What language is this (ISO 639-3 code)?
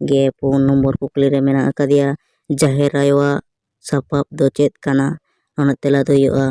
sat